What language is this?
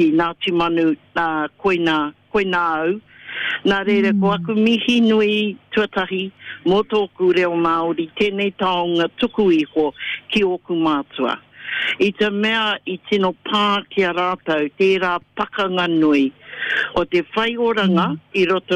Māori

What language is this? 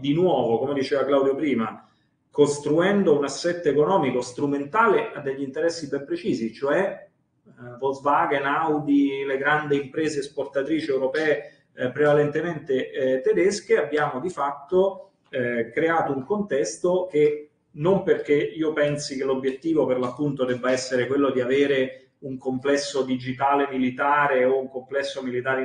Italian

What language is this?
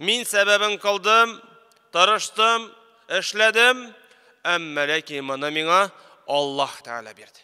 Tatar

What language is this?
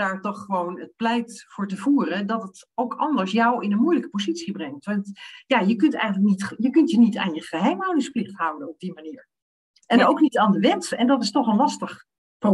Dutch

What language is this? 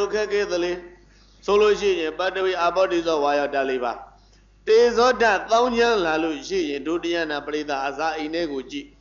Burmese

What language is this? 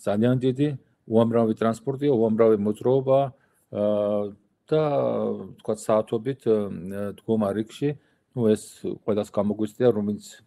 Georgian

